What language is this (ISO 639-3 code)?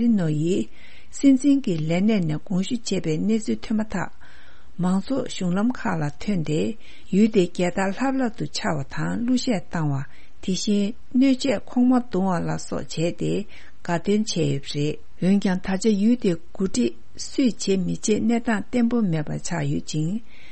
bod